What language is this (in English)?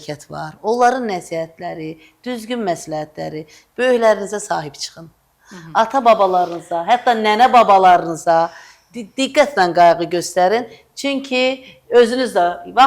Azerbaijani